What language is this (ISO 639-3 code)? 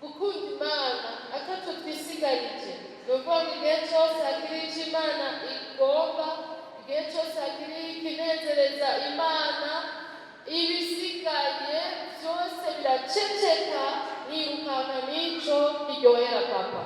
run